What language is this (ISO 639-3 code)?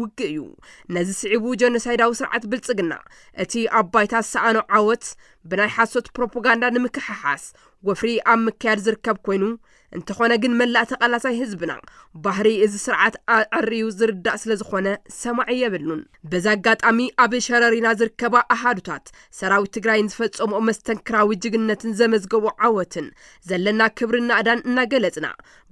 tir